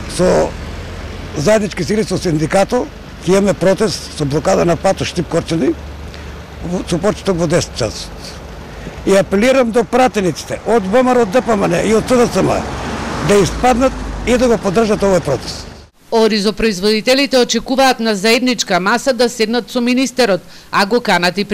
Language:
Macedonian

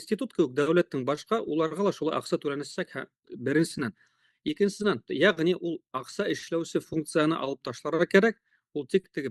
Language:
Bashkir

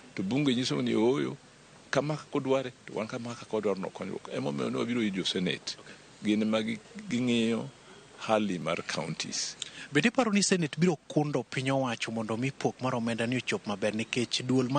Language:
Luo (Kenya and Tanzania)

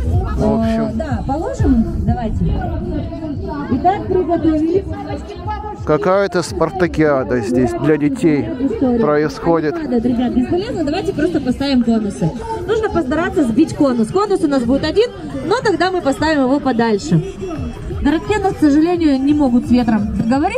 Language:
Russian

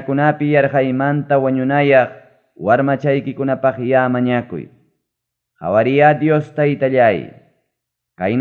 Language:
Ayacucho Quechua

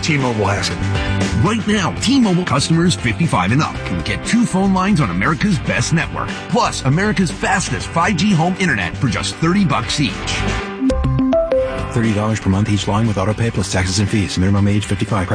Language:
English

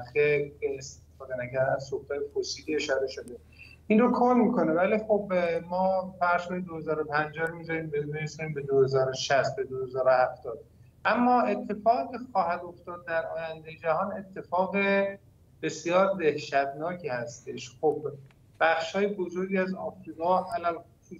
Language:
Persian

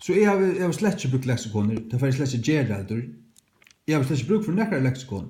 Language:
Faroese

